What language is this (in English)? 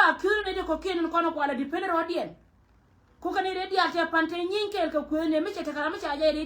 Nuer